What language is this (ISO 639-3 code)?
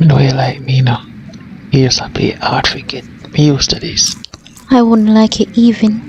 jam